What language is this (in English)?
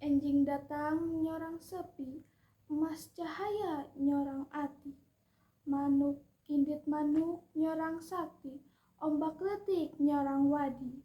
Sundanese